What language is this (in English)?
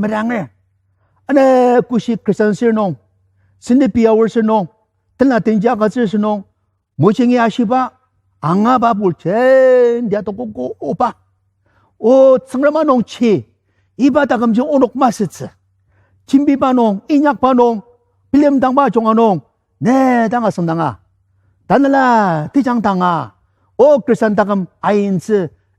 Ao Naga